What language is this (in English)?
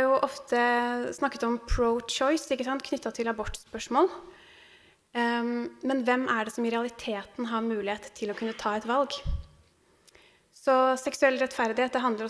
Norwegian